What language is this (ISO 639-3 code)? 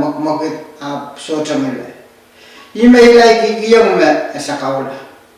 pon